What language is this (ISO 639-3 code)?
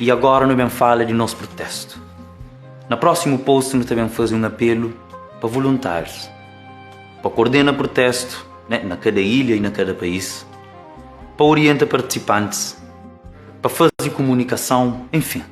kea